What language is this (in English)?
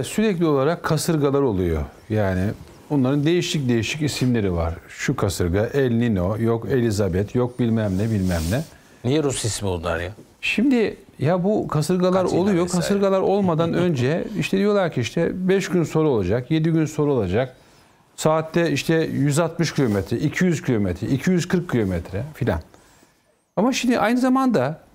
Turkish